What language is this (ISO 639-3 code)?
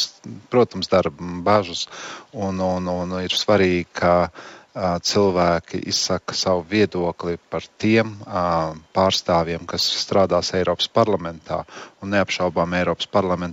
lav